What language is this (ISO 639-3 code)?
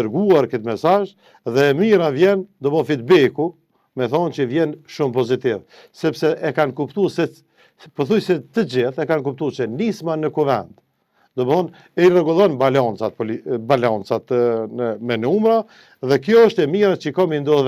sqi